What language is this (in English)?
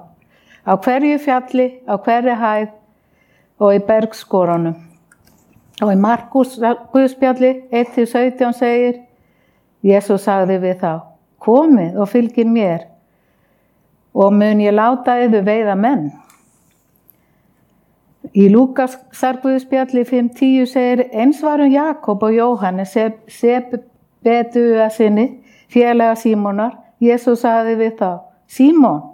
Icelandic